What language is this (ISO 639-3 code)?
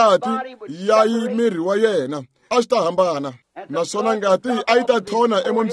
tso